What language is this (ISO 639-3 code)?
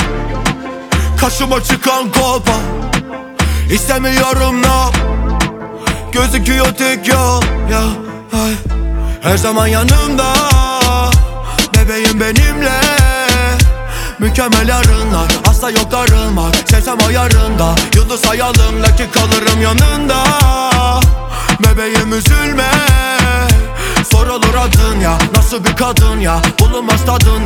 tur